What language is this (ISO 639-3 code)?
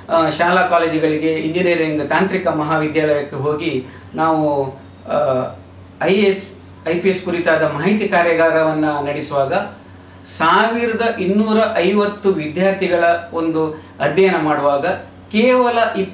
kan